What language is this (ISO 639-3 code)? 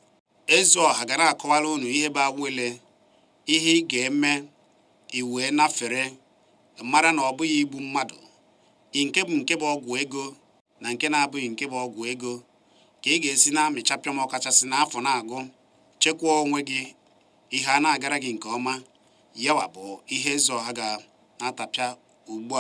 ibo